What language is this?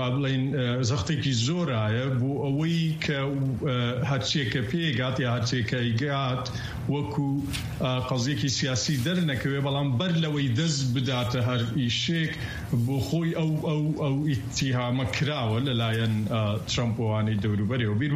Kurdish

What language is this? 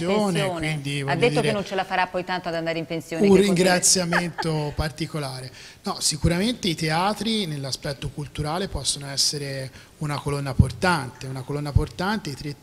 Italian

